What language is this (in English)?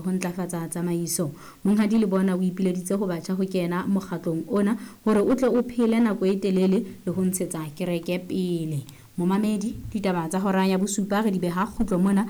Southern Sotho